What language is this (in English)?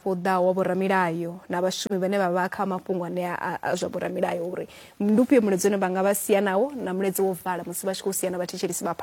Venda